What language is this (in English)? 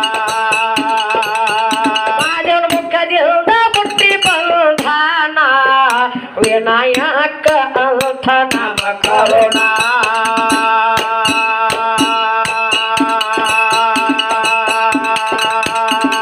Kannada